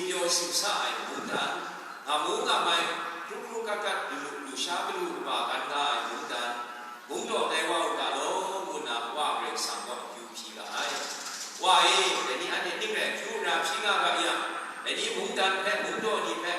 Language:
Kachin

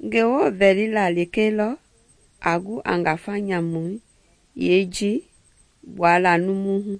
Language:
Mende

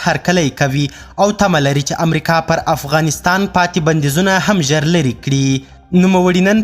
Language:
Pashto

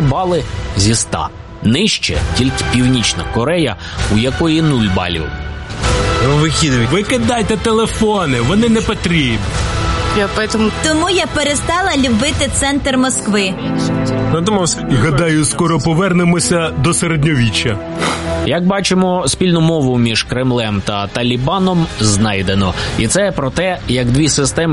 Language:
Ukrainian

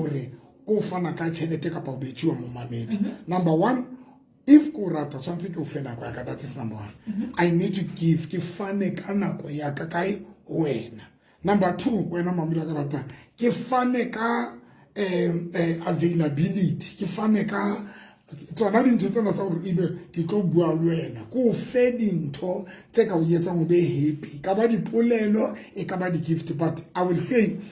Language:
Southern Sotho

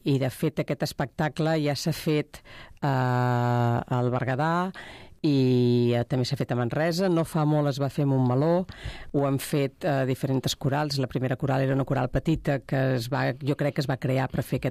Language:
Catalan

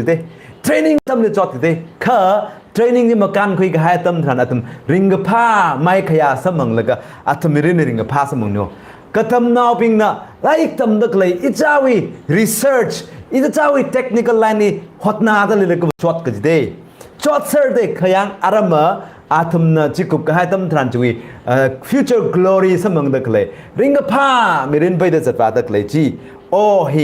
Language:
Tangkhul Naga (India)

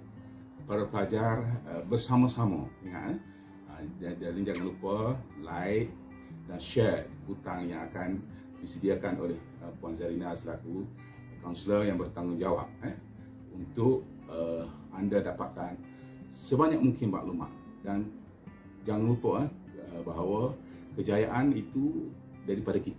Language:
Malay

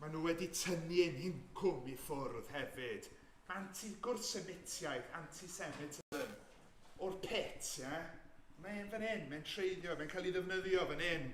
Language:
Welsh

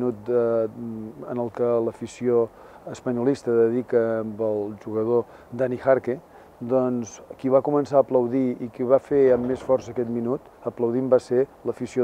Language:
Catalan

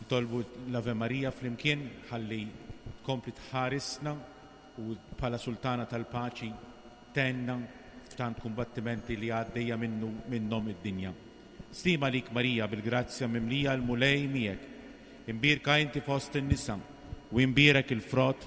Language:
Maltese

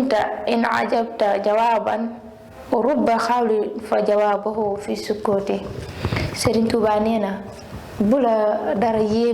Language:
Wolof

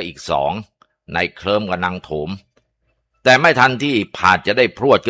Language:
Thai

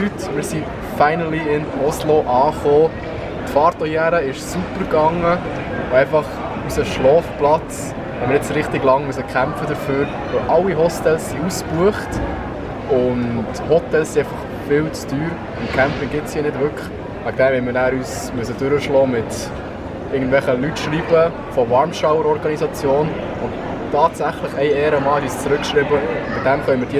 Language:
Swiss German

